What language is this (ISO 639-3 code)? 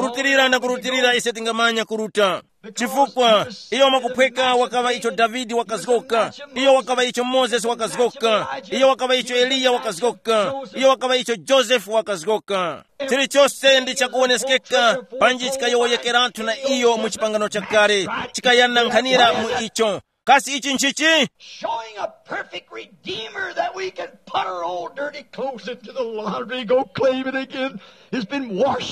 tum